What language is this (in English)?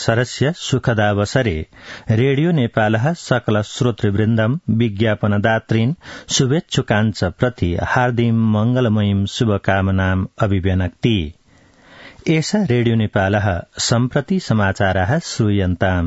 Sanskrit